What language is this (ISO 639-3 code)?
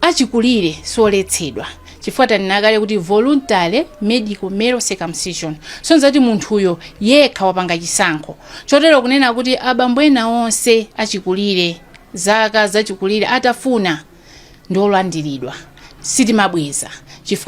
nya